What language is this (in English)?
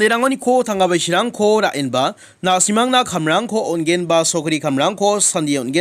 Garo